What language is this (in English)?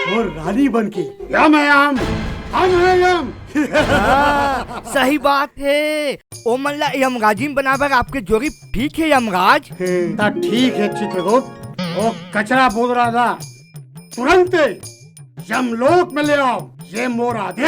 Chhattisgarhi